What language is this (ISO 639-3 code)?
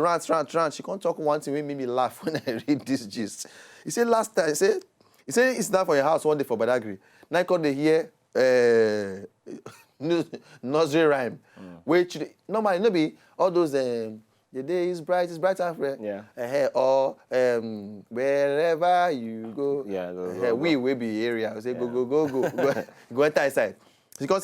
pcm